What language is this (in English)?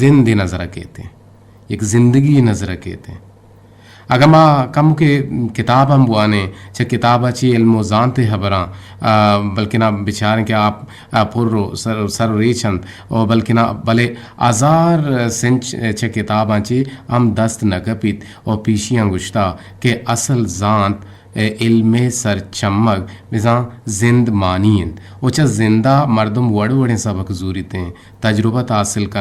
Eastern Balochi